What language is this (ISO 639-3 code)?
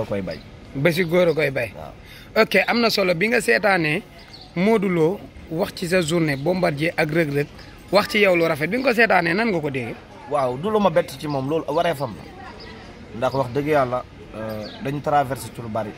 wol